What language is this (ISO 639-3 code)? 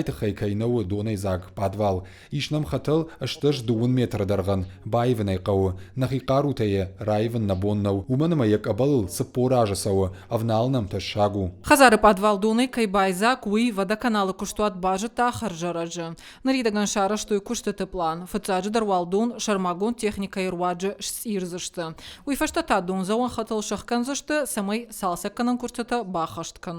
oss